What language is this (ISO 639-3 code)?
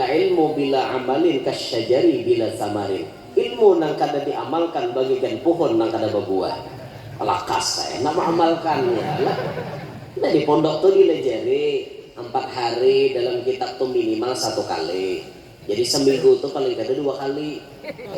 bjn